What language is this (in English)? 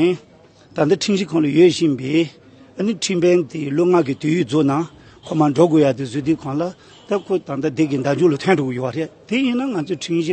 Tibetan